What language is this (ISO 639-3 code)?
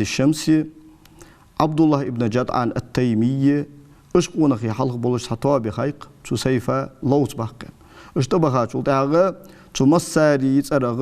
inh